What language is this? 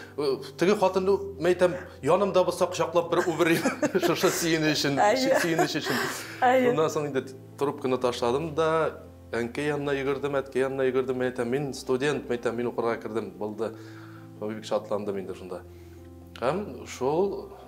Tatar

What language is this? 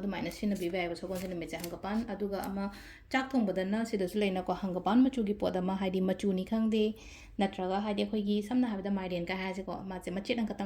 Manipuri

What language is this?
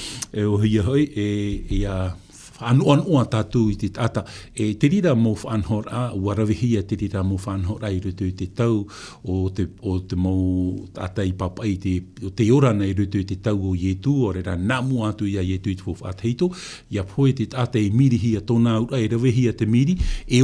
Tahitian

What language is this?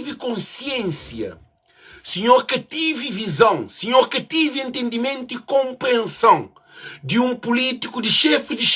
Kabuverdianu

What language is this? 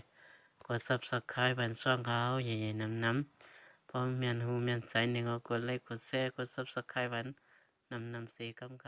Shan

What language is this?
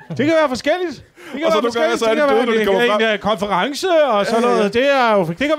Danish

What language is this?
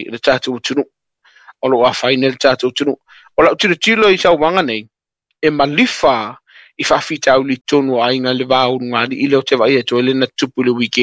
Samoan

